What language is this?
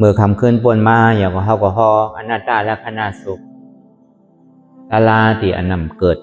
Shan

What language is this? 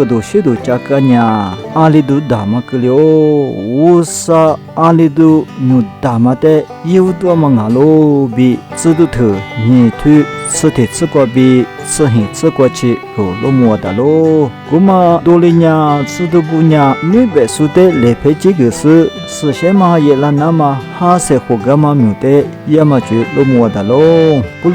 Lisu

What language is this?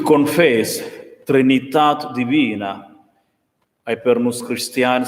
Romansh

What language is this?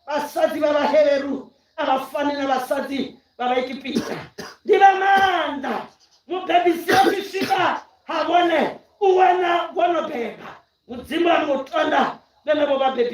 Venda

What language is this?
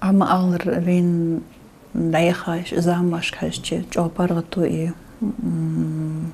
Ingush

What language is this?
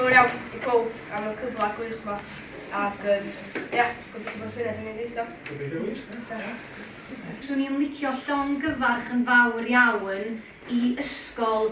Welsh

